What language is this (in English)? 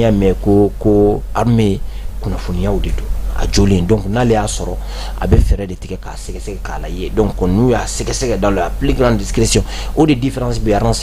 Bambara